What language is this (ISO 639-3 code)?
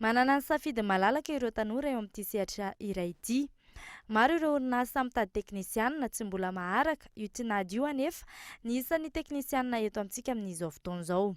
mlg